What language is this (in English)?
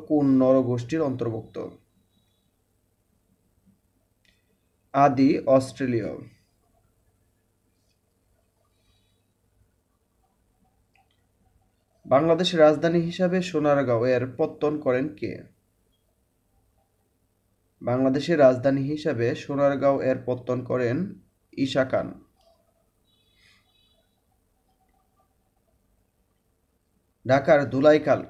Bangla